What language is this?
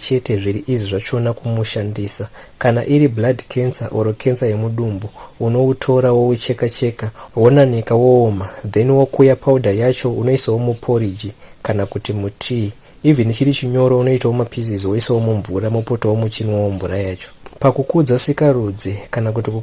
Shona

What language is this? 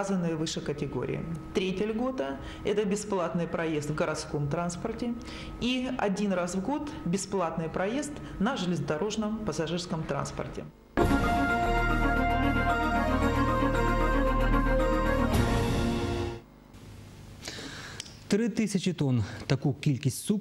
Ukrainian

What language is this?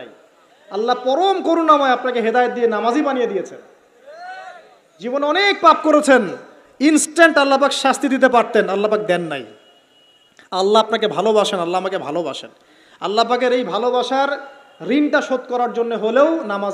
Bangla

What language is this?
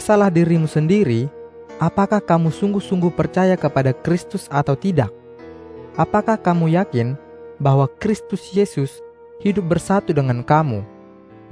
Indonesian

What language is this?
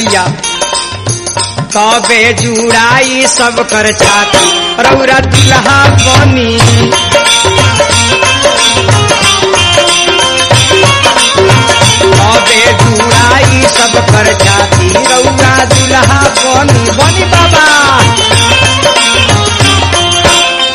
Bhojpuri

